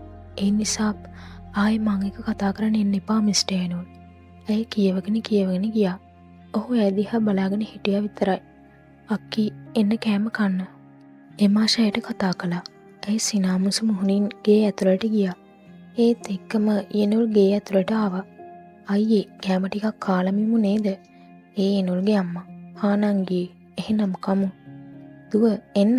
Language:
Sinhala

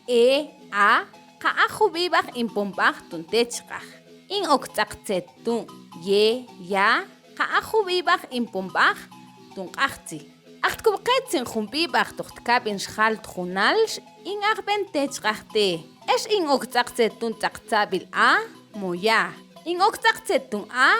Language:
Mam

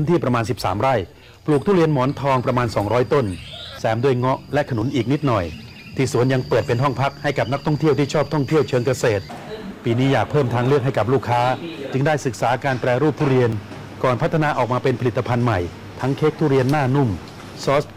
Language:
Thai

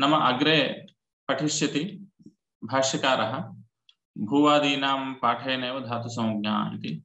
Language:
Sanskrit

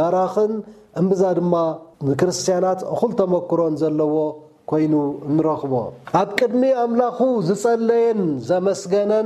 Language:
Tigrinya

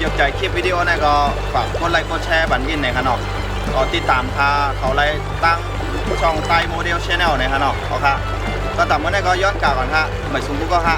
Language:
Shan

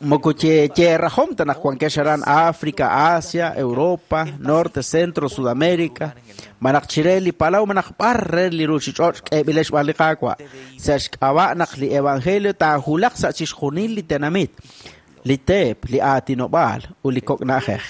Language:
Kekchí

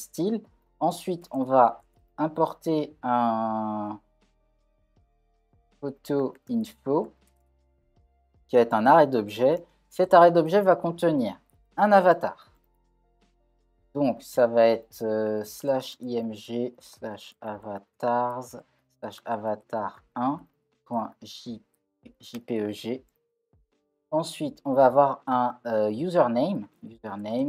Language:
French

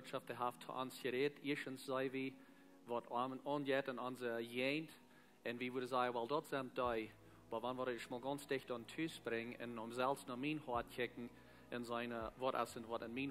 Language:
Plautdietsch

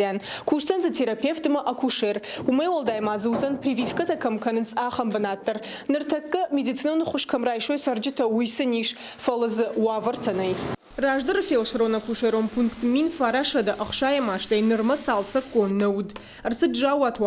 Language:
Ossetic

